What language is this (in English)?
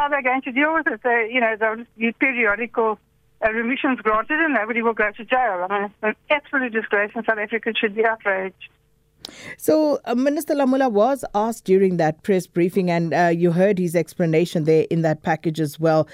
English